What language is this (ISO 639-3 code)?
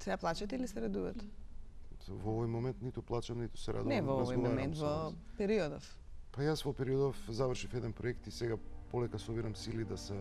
mkd